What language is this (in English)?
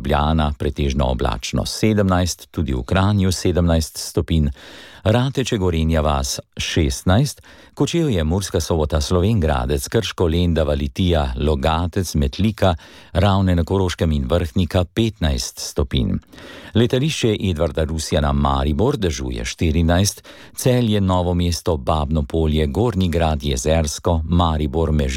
Slovenian